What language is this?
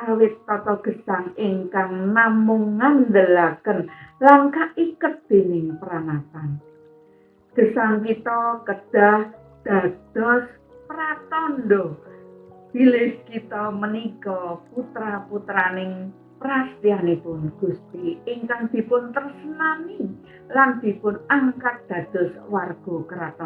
Javanese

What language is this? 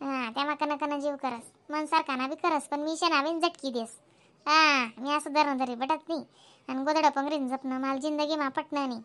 Khandesi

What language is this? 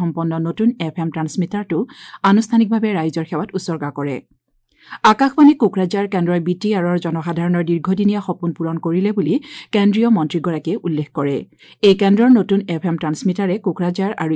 Assamese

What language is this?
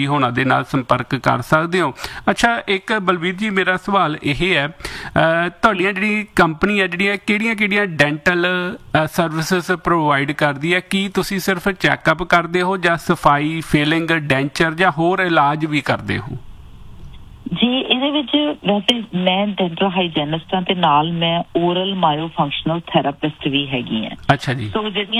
Punjabi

